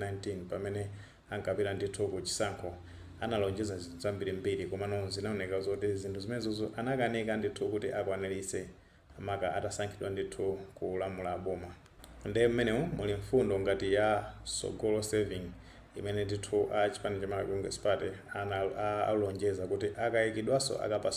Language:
Nyanja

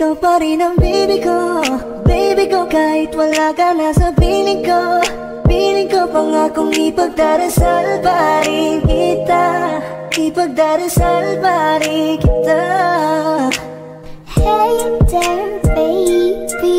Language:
Filipino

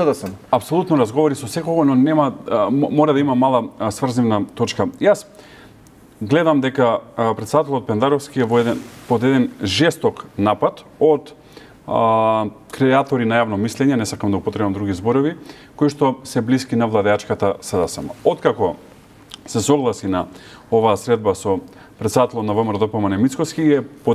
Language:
Macedonian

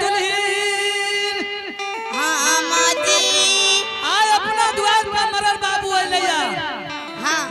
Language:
Angika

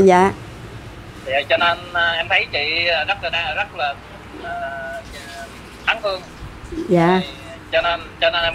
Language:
Vietnamese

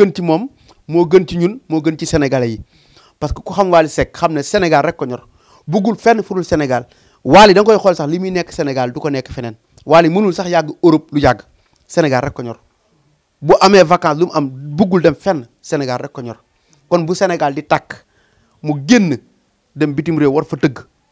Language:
Wolof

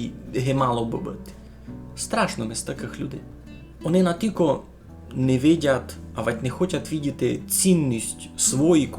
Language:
Rusyn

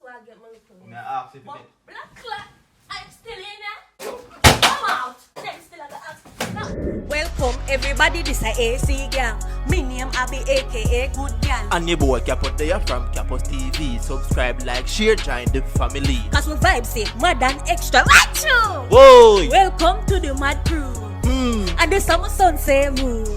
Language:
Jamaican Creole English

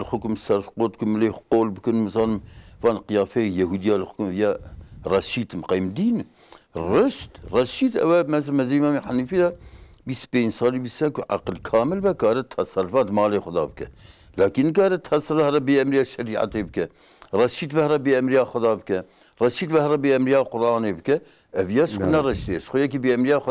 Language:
Kurdish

